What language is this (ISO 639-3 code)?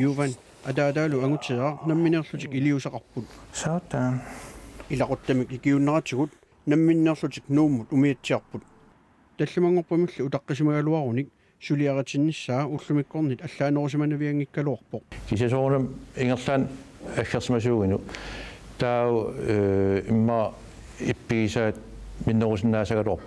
kal